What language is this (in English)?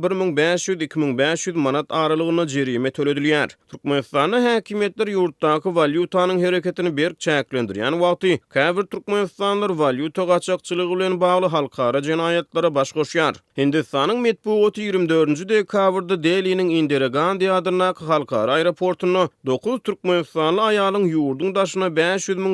Turkmen